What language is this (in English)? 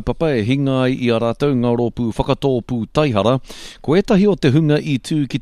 Māori